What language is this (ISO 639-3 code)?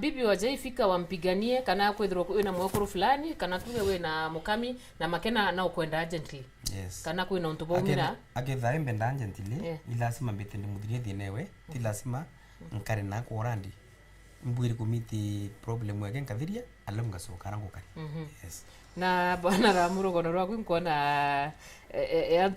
mer